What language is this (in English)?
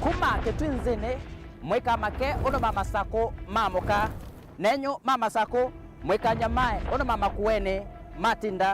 Kamba